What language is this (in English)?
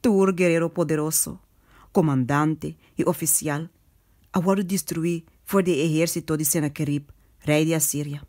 Papiamento